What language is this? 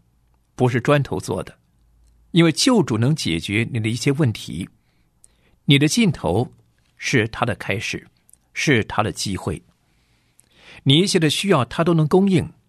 Chinese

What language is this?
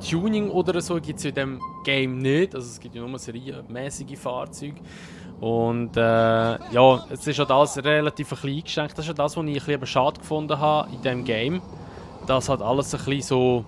Swiss German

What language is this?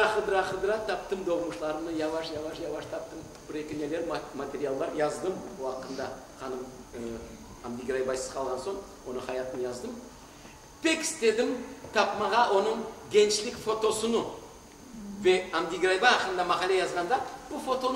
Crimean Tatar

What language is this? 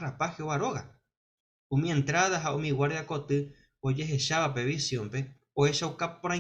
Guarani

